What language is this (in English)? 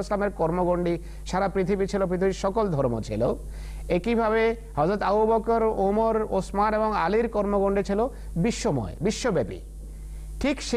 Bangla